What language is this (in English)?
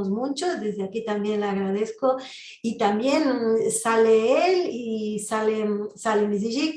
Ladino